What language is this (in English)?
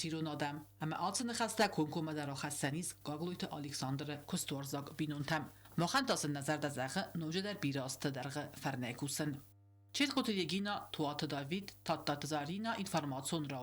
Ossetic